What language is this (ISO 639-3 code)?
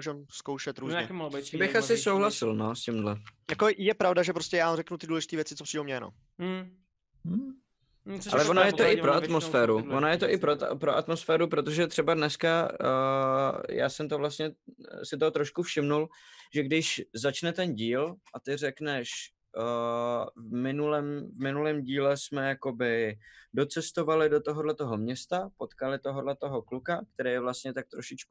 ces